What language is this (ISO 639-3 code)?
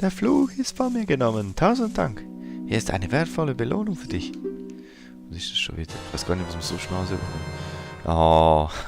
gsw